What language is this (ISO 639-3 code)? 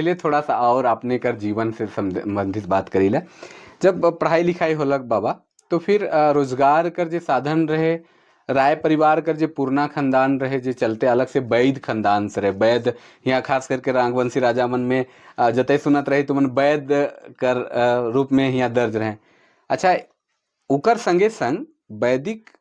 sck